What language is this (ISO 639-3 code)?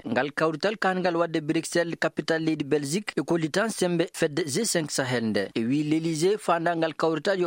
ful